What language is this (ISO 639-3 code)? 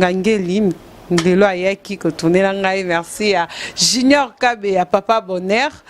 lin